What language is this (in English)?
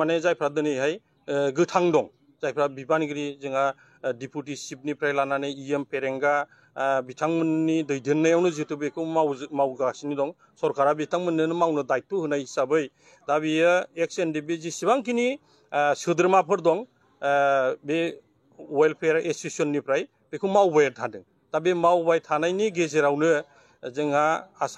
Bodo